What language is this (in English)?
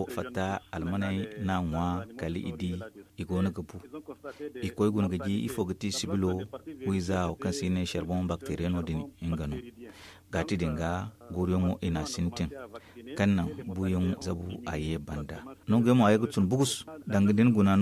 Zarma